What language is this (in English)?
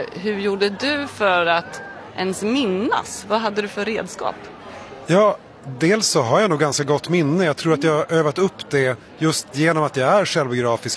Swedish